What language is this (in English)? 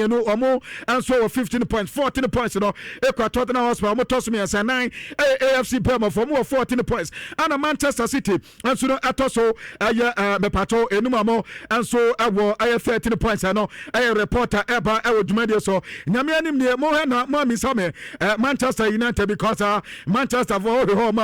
Akan